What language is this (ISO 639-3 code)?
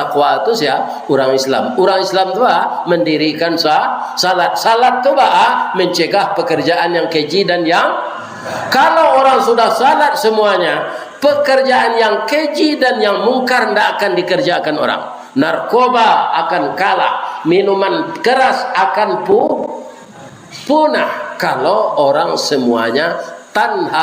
min